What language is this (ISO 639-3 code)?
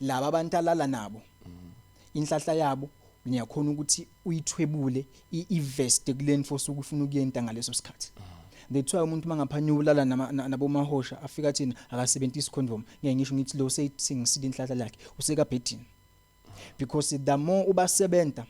zul